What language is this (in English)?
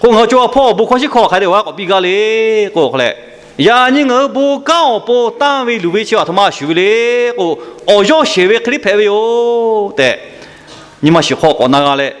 Lahu